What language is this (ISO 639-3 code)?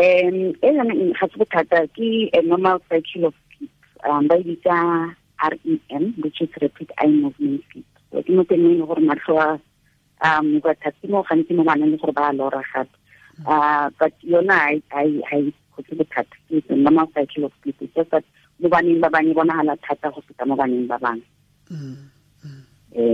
tsn